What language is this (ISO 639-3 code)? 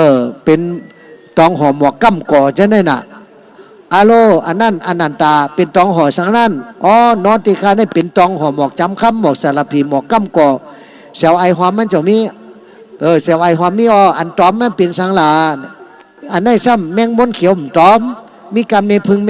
shn